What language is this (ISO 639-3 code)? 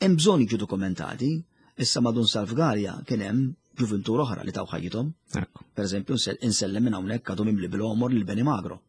mlt